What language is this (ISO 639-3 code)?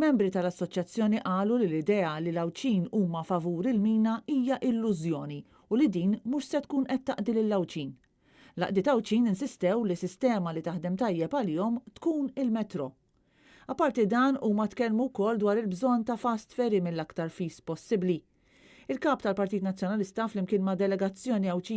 mlt